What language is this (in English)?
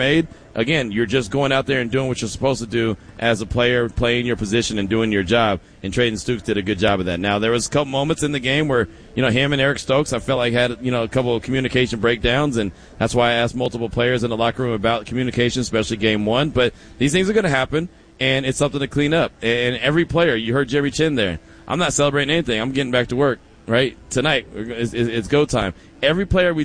English